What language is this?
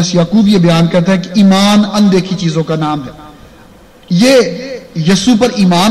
Urdu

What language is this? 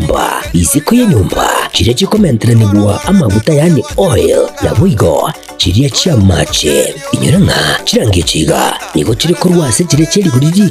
Gusii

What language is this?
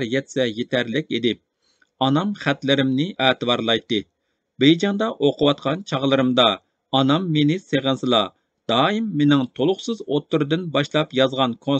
Uyghur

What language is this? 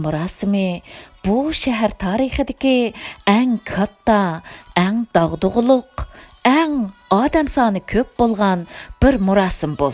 Uyghur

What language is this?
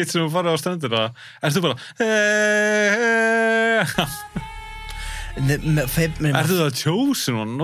Icelandic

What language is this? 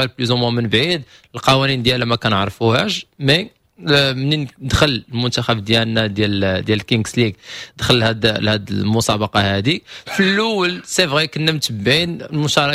Moroccan Arabic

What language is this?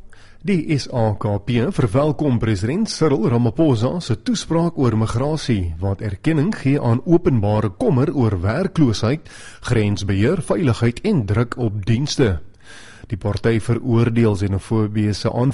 Afrikaans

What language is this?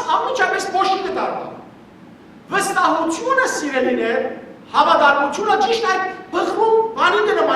Western Armenian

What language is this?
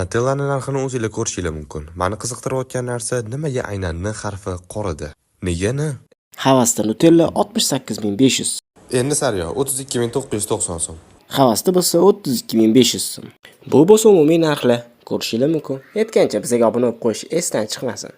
Uzbek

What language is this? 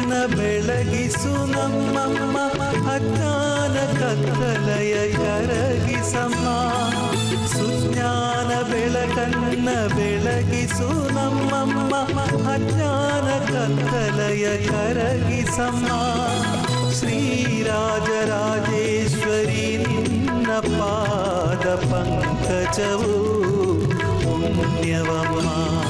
Kannada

